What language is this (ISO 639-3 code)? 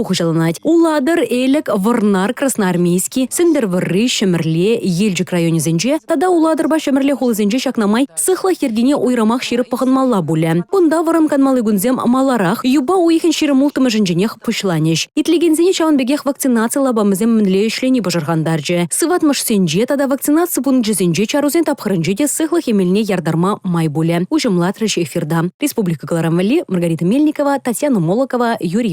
chv